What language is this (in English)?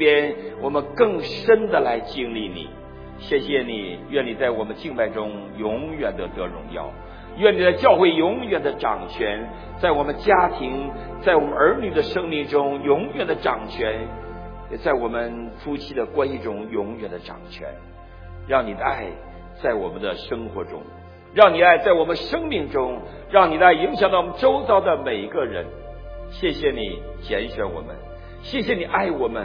Chinese